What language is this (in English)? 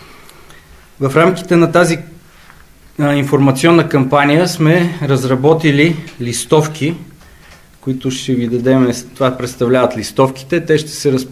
Bulgarian